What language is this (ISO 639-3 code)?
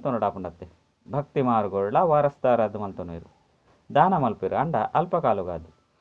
tcy